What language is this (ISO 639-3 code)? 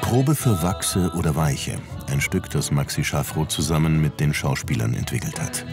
bar